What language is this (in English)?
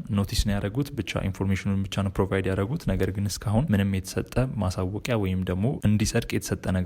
Amharic